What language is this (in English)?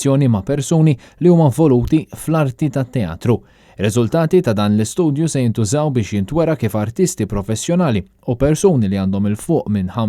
Maltese